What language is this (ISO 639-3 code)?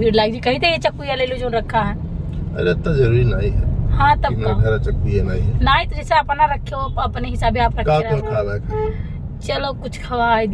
awa